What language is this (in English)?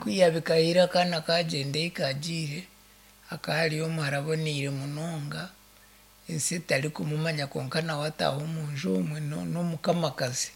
Nyankole